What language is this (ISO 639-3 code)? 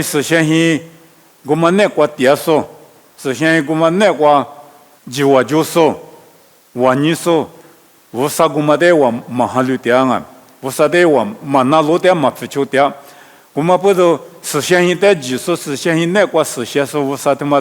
lis